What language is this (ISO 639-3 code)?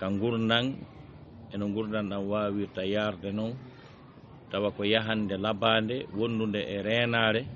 ful